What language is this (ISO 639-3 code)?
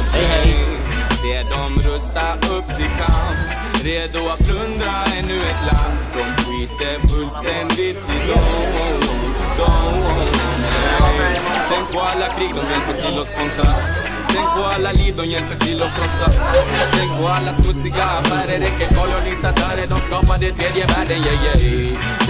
swe